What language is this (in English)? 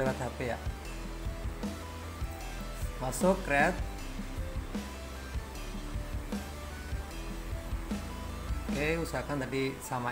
Indonesian